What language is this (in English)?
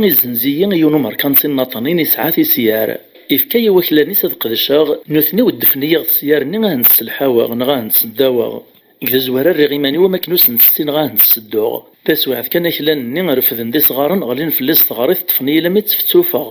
Kabyle